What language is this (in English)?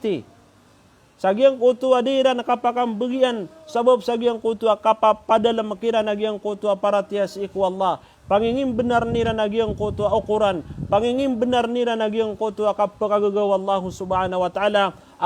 Maranao